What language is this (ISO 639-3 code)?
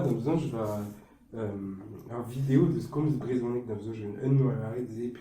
bre